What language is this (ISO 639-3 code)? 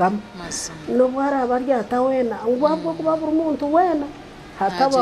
nyn